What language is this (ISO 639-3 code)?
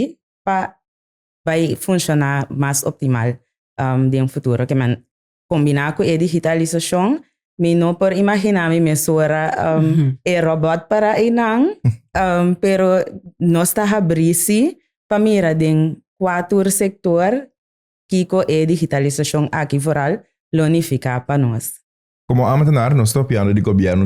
pap